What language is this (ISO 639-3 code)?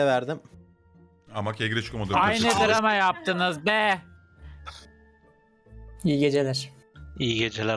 tur